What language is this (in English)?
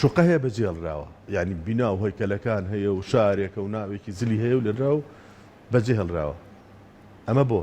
Central Kurdish